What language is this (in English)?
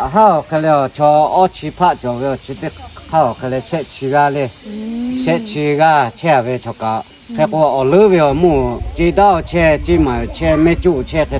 Lahu